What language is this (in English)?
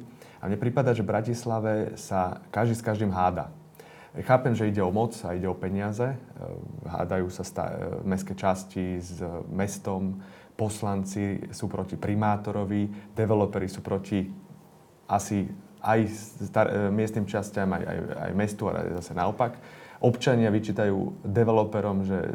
Slovak